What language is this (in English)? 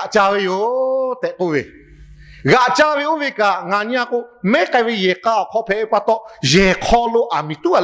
Lahu